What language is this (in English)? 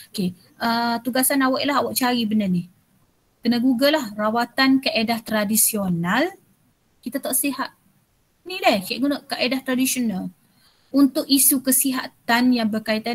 Malay